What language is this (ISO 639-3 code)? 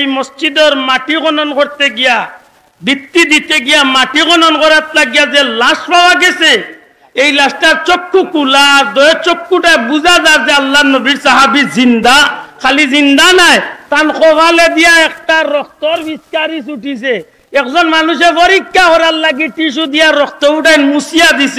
syl